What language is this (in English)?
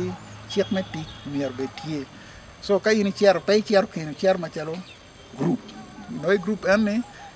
Acoli